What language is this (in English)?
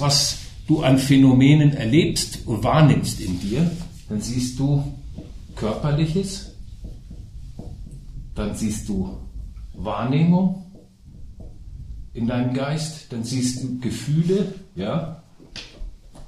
German